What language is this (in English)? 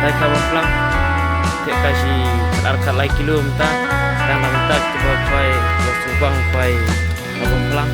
Khasi